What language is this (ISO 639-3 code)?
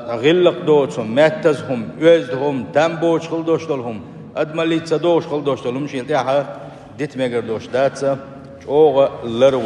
che